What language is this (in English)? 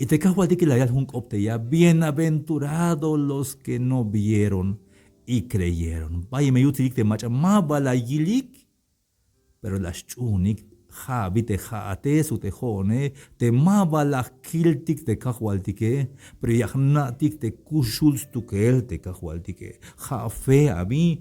Tzeltal